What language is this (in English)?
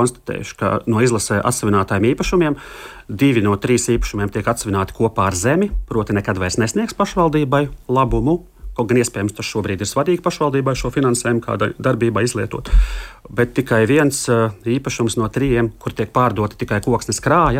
Latvian